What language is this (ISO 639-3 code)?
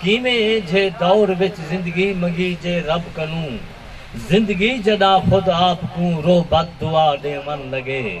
skr